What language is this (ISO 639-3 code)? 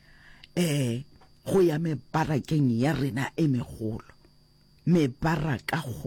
nso